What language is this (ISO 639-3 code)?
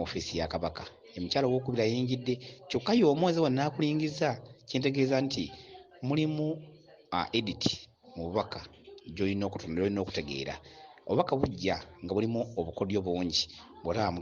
lug